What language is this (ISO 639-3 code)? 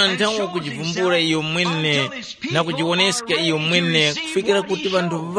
tum